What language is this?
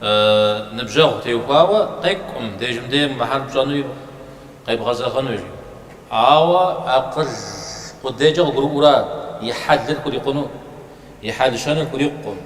Kabardian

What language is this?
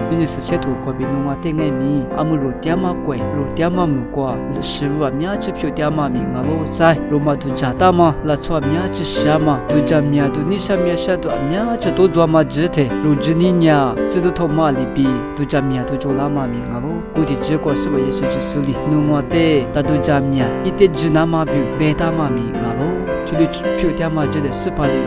Lisu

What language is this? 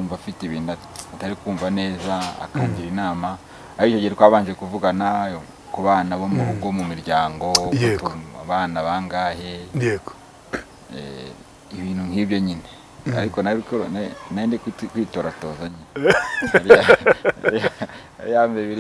Kinyarwanda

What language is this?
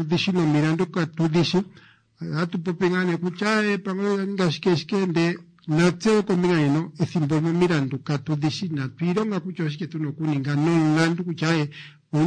Kuanyama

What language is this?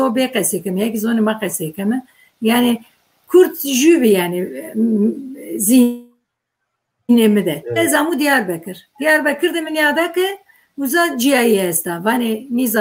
Zaza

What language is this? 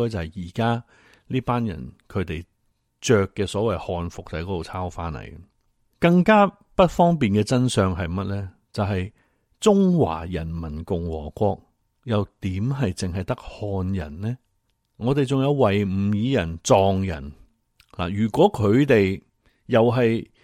Cantonese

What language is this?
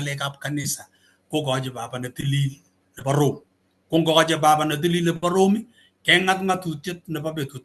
Kalenjin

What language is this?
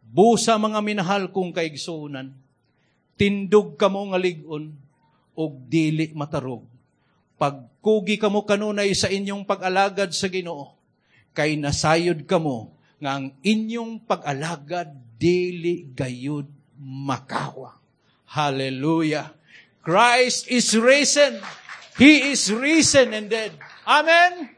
Cebuano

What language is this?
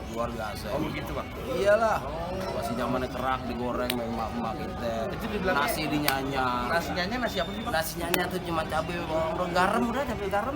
Betawi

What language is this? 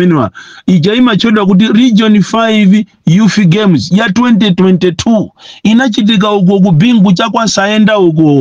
Nyanja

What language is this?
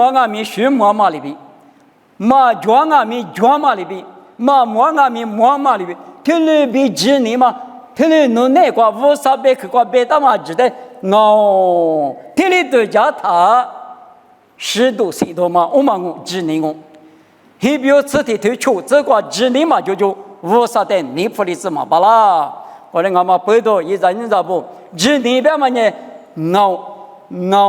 Lisu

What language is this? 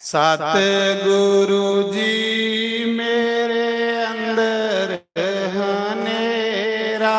Dogri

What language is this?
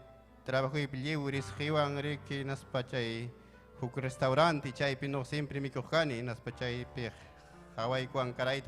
Ayacucho Quechua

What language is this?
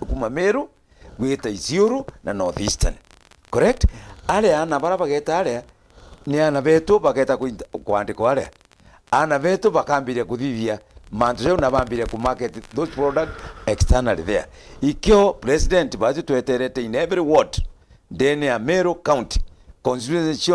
Meru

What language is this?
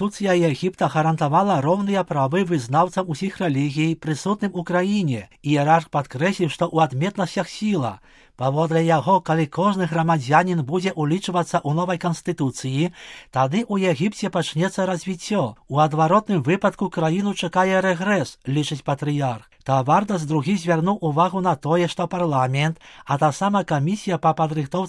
Belarusian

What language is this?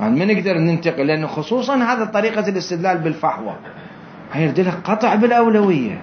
Mesopotamian Arabic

